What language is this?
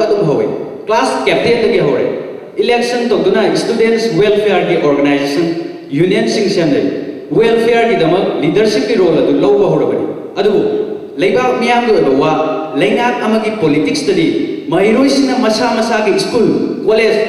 Manipuri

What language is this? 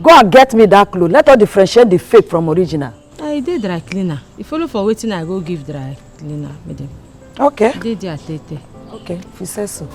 Nigerian Pidgin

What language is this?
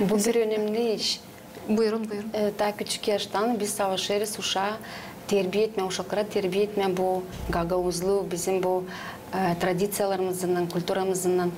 Gagauz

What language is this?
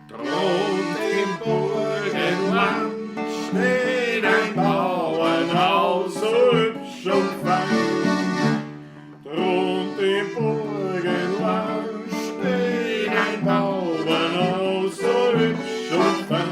Bavarian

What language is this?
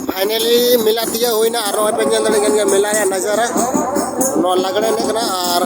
Santali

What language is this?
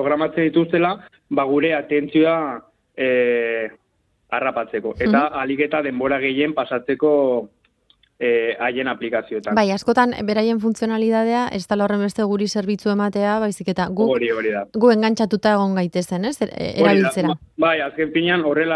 Basque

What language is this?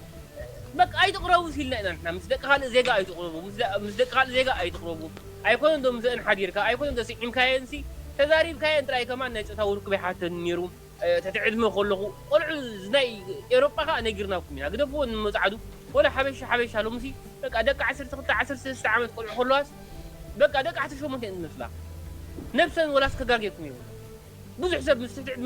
Tigrinya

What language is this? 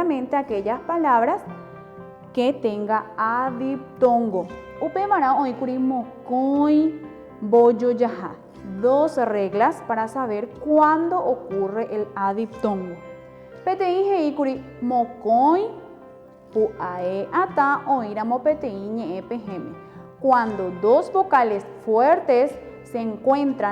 Guarani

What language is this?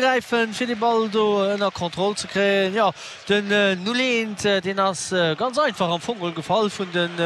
Luxembourgish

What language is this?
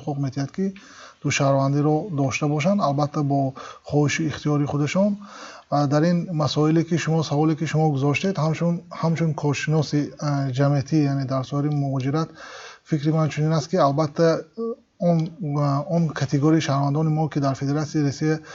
Tajik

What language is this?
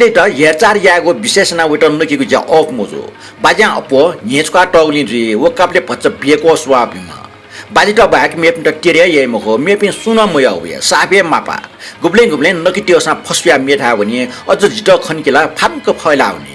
Newari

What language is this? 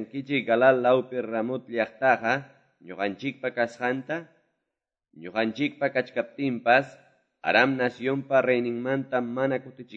Quechua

